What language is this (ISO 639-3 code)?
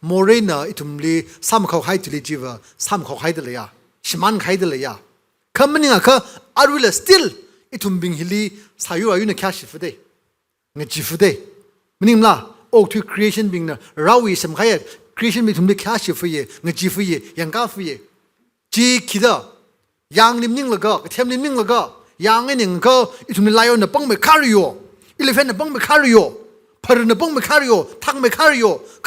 nmf